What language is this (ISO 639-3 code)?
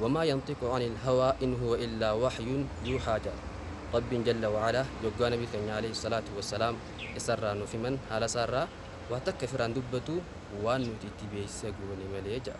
orm